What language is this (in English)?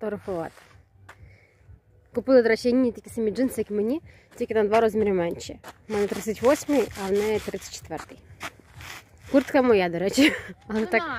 Ukrainian